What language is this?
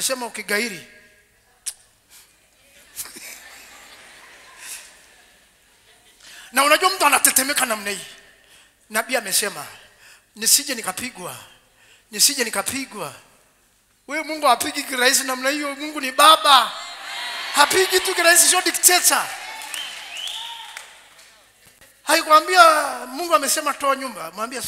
Swahili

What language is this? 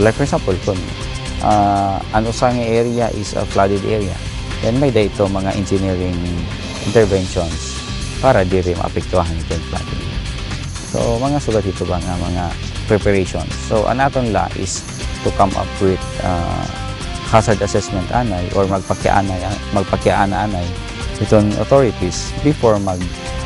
Waray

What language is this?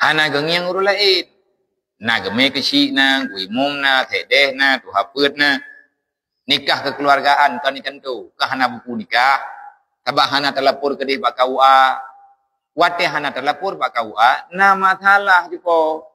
Achinese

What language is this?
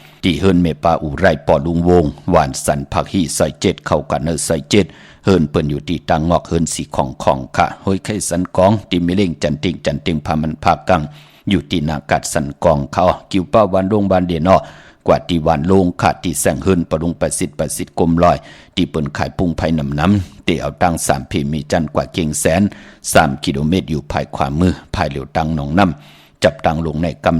Shan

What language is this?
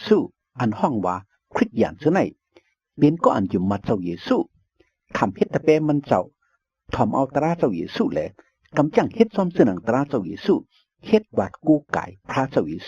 Shan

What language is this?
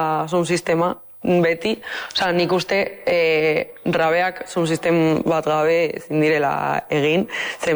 Basque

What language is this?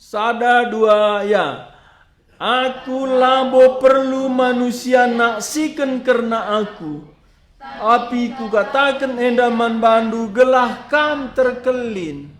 Batak Karo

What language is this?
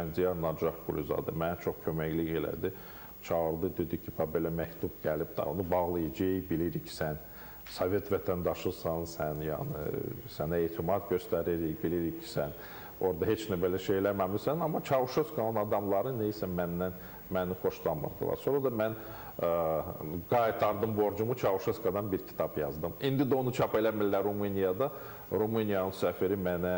Azerbaijani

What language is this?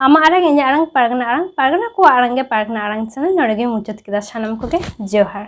Santali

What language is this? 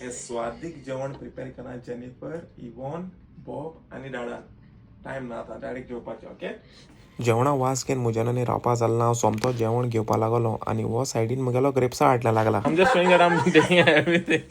Konkani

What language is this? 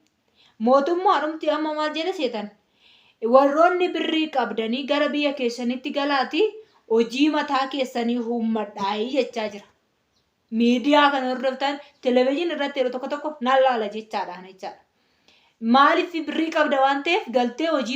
Oromo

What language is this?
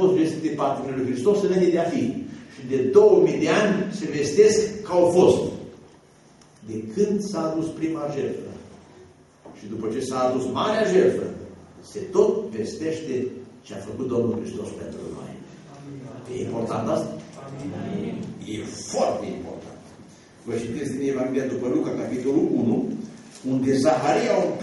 Romanian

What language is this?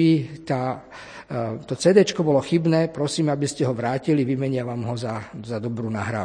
Slovak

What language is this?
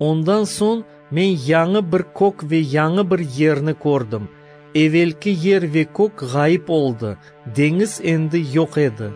Crimean Tatar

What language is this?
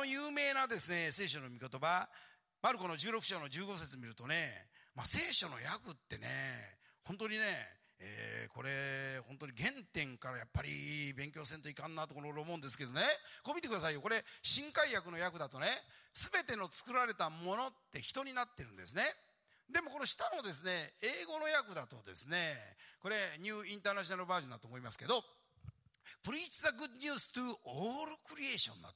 Japanese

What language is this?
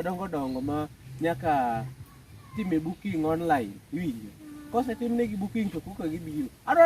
Luo (Kenya and Tanzania)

